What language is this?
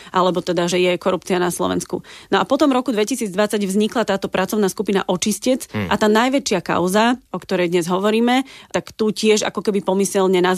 Slovak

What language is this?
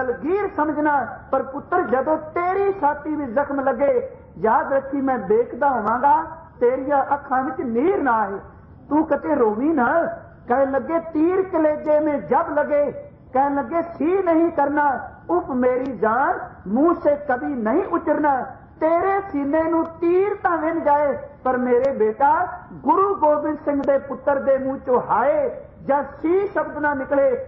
Punjabi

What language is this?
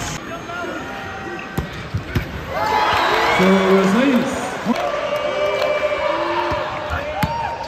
English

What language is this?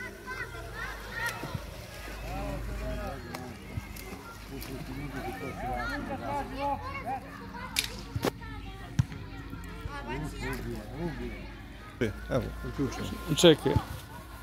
Croatian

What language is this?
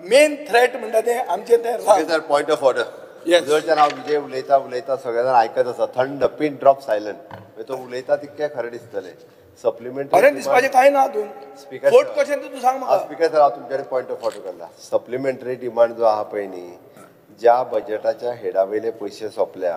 Konkani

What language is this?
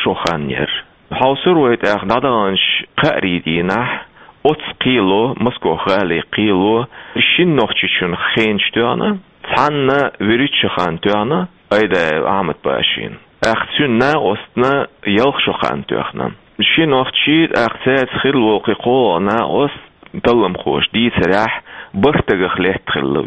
Chechen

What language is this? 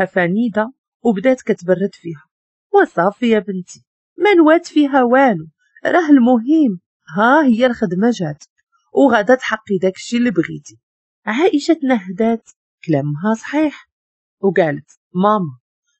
Moroccan Arabic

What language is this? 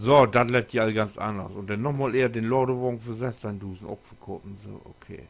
Low German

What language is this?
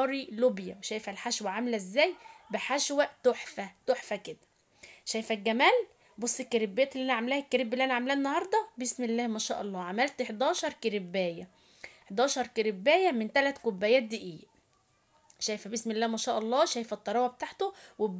Egyptian Arabic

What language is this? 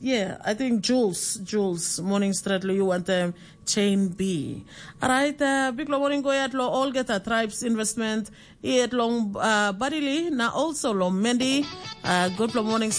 Tok Pisin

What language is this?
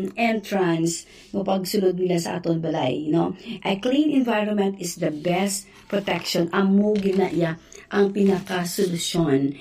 Hiligaynon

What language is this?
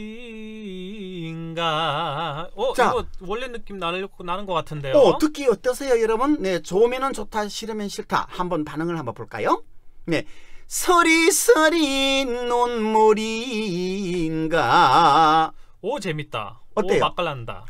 Korean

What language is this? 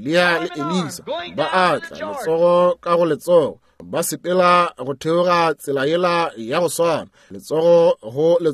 Northern Sotho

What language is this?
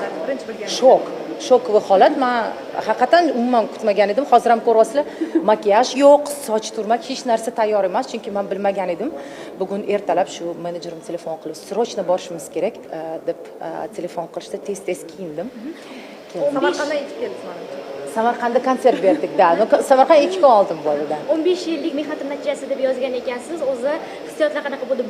Uzbek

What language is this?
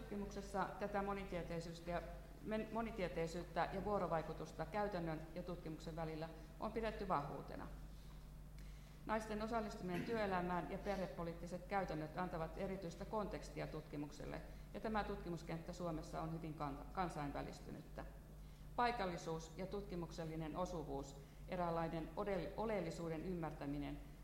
Finnish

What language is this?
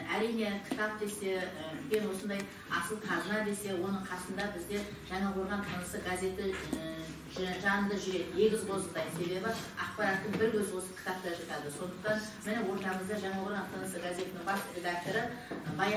Kazakh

